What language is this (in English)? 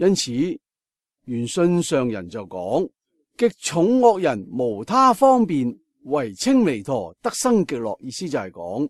Cantonese